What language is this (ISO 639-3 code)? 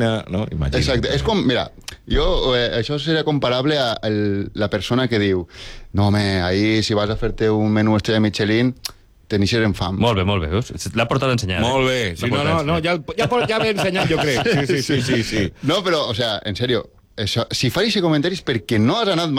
cat